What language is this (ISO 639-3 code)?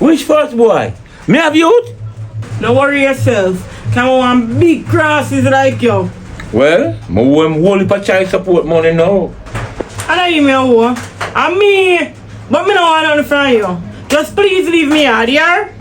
jam